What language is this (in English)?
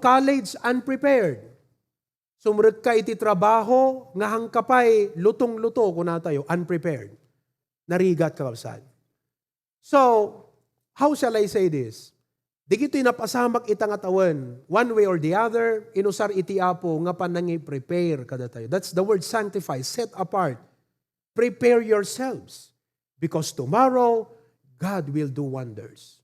Iloko